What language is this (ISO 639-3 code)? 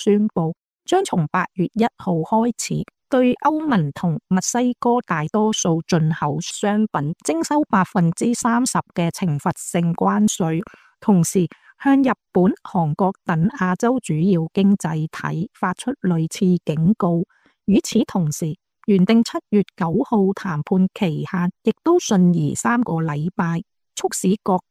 yue